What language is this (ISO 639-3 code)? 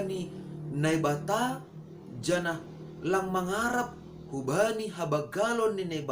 bts